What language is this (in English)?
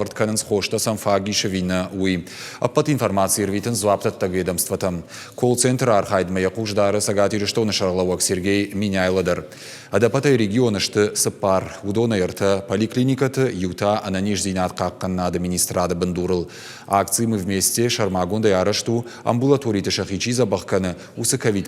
Ossetic